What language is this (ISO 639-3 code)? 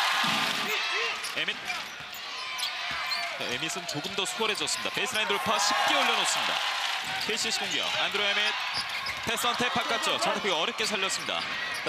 kor